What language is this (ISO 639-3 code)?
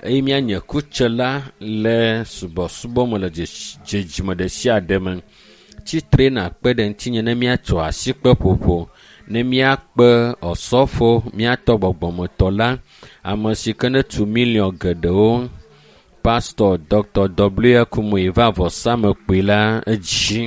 ewe